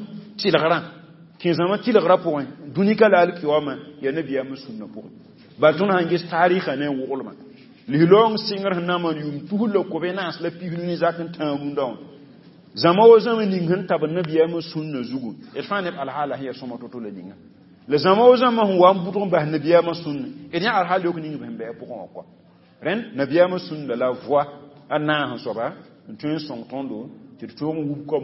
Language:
Mossi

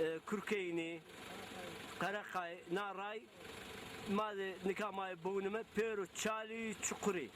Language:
Zaza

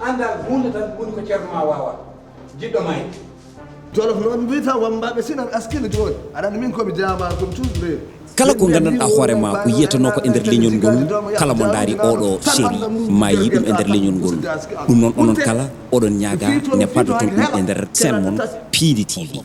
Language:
Fula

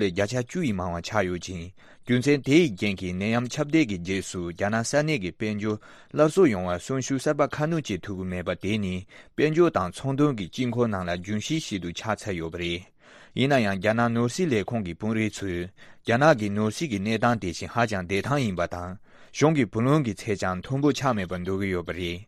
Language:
Tibetan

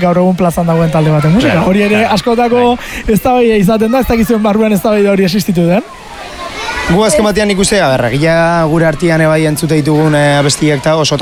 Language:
Basque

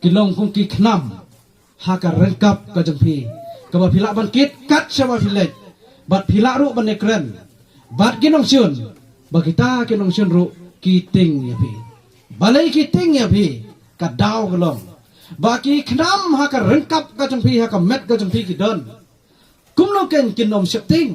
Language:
Khasi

